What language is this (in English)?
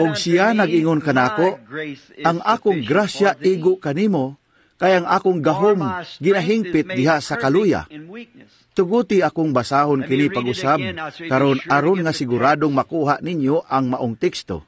Cebuano